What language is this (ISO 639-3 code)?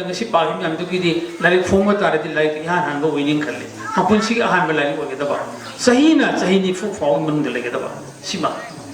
mni